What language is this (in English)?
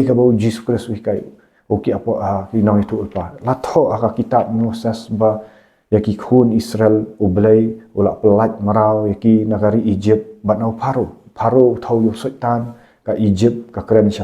Khasi